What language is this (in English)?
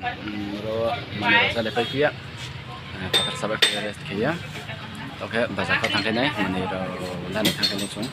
Riang (India)